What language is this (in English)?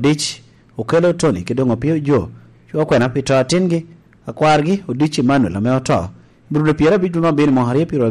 Lango (Uganda)